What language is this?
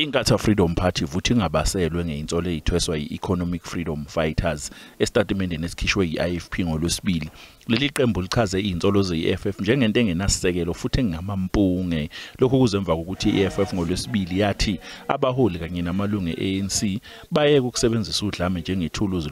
Zulu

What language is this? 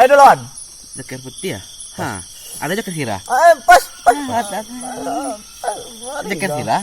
Minangkabau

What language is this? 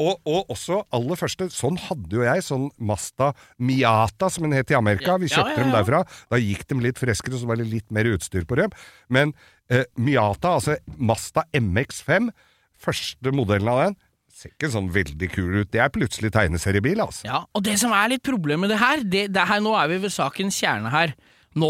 Norwegian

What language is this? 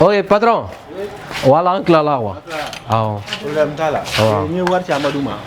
Bambara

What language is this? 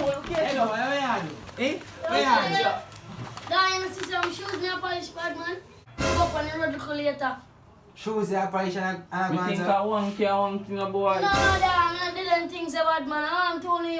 Jamaican Creole English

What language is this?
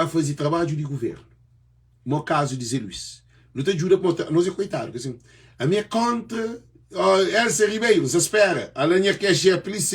Kabuverdianu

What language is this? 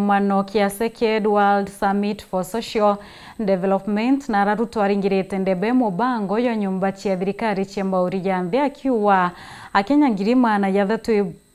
Meru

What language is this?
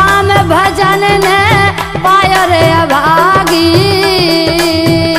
Bundeli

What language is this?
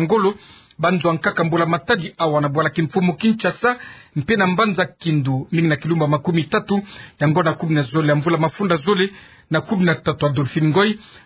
Kituba (Democratic Republic of Congo)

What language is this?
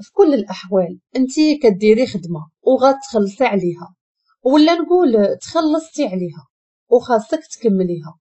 Moroccan Arabic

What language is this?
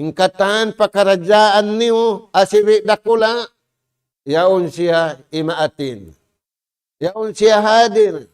Tausug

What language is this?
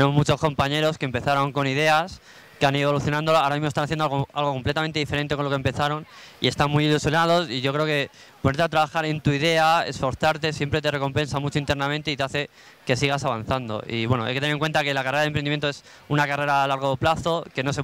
Spanish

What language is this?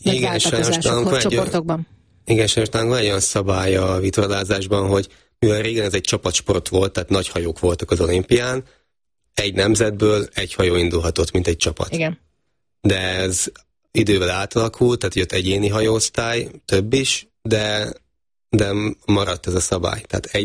Hungarian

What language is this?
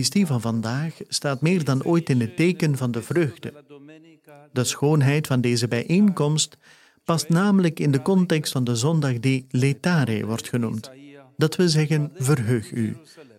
Dutch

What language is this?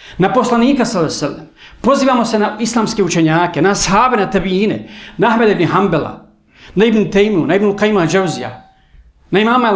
Bosnian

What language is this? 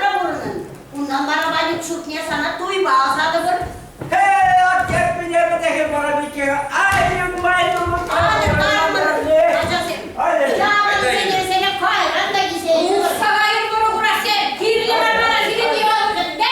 Chuvash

